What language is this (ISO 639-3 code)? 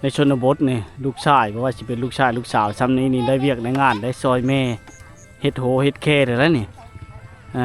lao